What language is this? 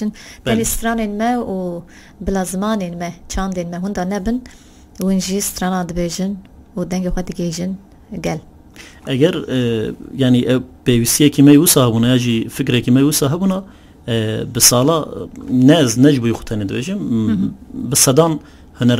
Kurdish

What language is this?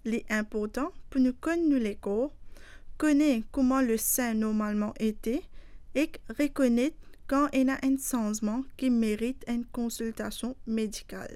Morisyen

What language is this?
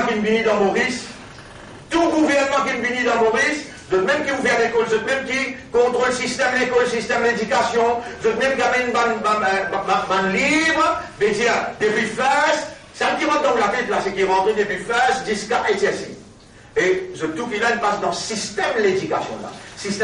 Morisyen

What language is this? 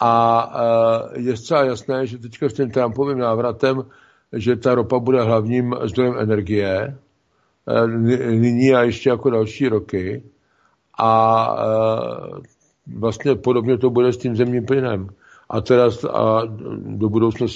Czech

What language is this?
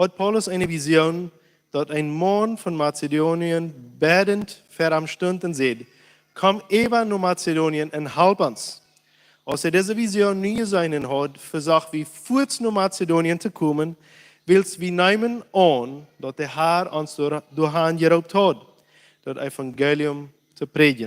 Plautdietsch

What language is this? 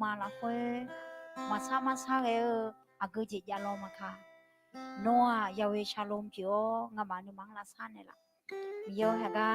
Akha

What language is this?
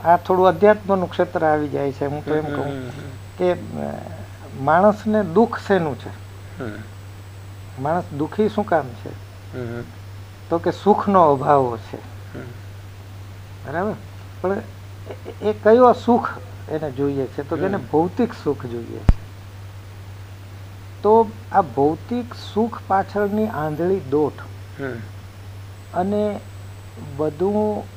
Gujarati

